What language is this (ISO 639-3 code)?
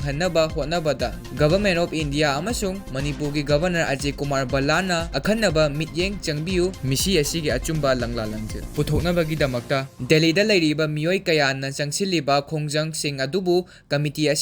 mni